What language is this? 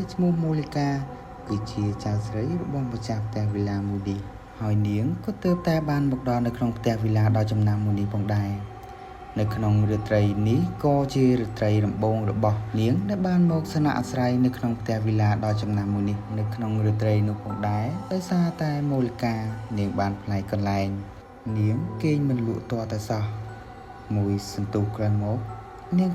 Khmer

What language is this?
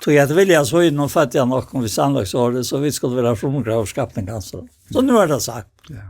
Faroese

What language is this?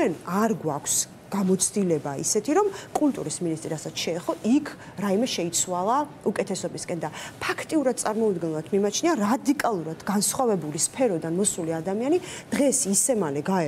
Georgian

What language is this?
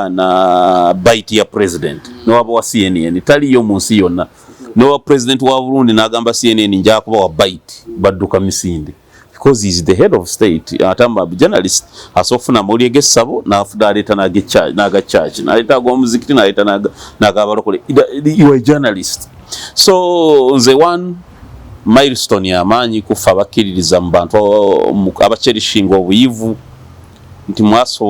Ganda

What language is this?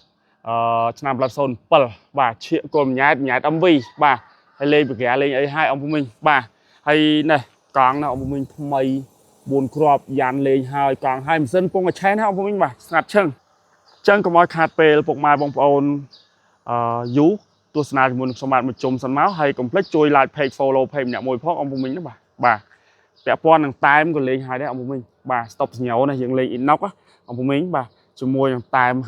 Khmer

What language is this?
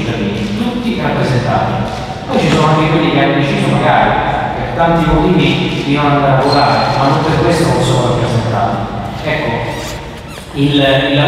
Italian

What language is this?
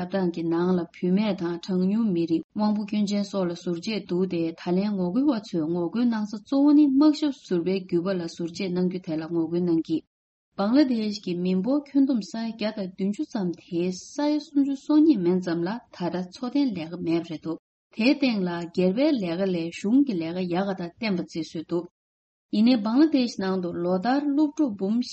Tibetan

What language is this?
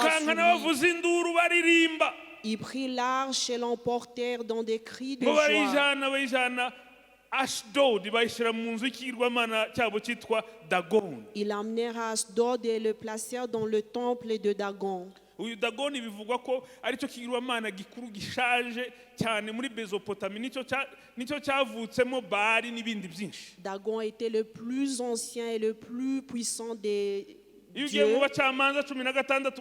Kinyarwanda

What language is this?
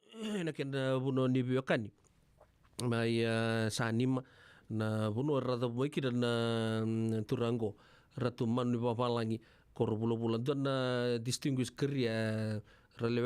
Fijian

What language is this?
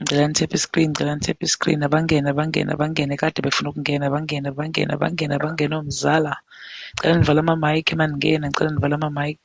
Zulu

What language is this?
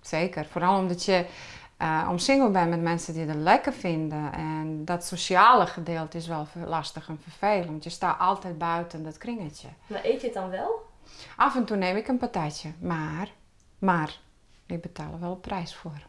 Western Frisian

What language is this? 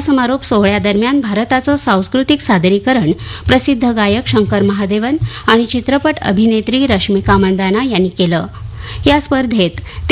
Marathi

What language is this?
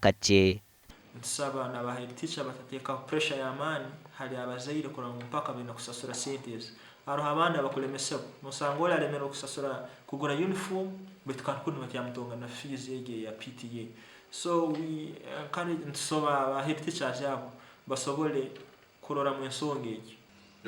Nyankole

